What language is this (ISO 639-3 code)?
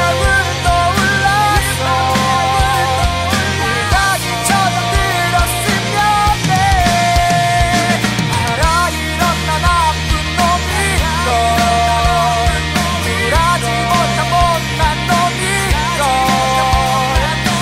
kor